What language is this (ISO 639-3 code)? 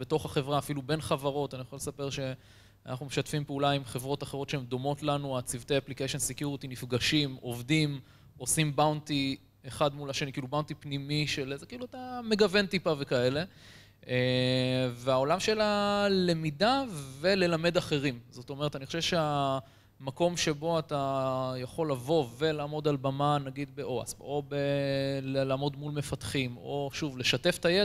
heb